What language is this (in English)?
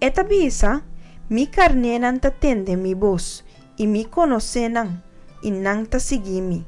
Papiamento